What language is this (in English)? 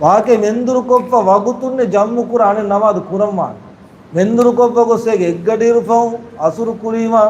Divehi